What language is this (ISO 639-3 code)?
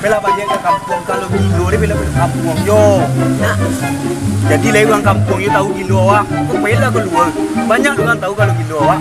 min